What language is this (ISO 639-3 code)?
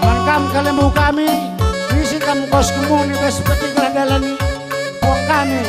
btx